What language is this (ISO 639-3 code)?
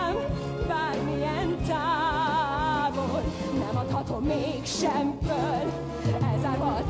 hun